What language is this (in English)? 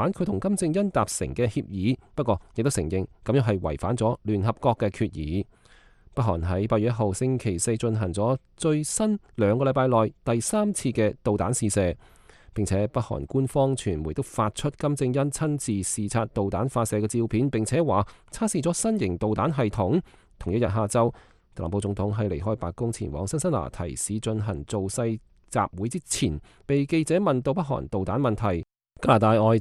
Cantonese